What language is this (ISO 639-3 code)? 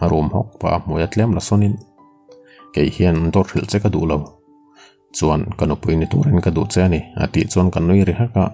lus